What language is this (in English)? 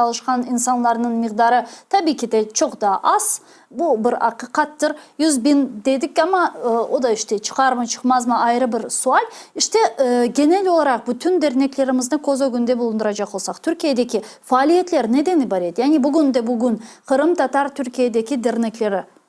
Crimean Tatar